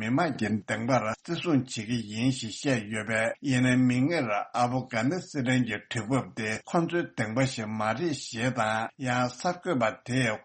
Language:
Tibetan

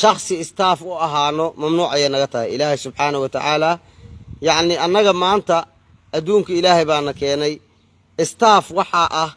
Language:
Somali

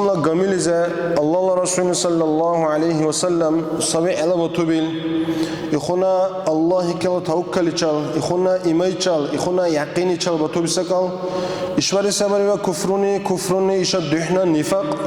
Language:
Dargwa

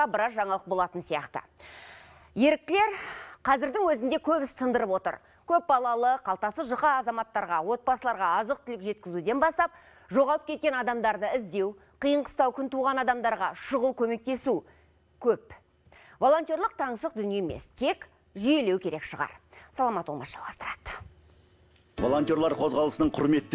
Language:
Kazakh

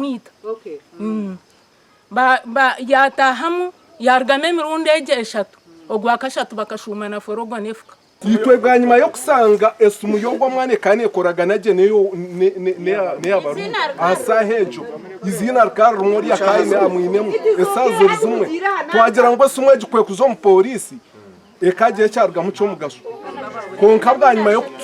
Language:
Nyankole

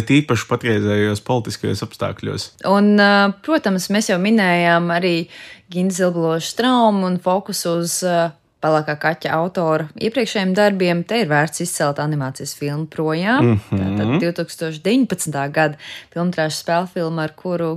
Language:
Latvian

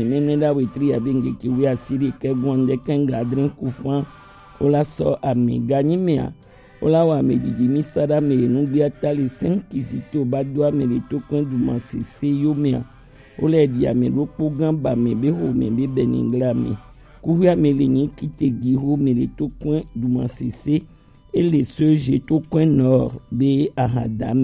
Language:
Gen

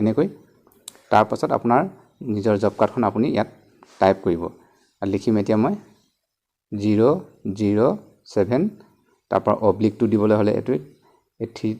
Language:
Assamese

